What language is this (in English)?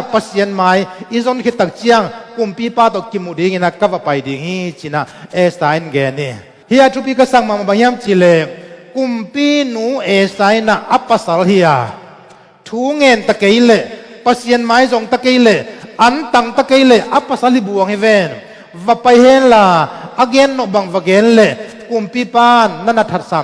Tedim Chin